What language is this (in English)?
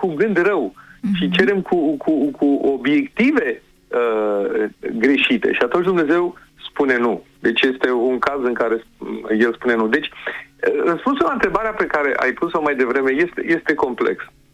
Romanian